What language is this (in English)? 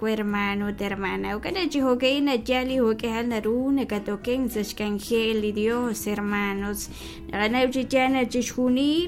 Kekchí